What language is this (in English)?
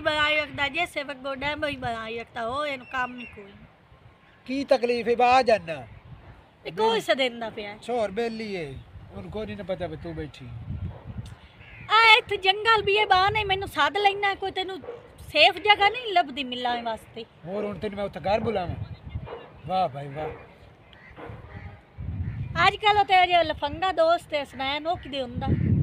Punjabi